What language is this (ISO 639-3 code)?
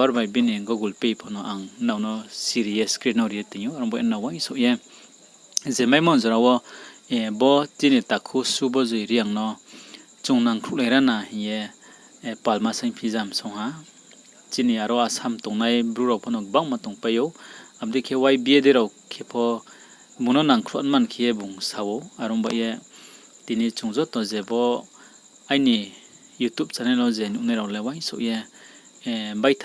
ria